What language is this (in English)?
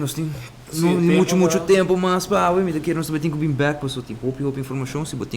Papiamento